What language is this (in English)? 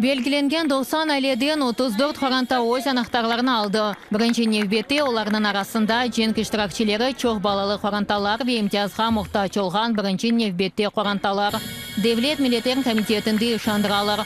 Crimean Tatar